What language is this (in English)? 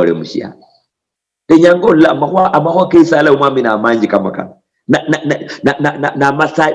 Luyia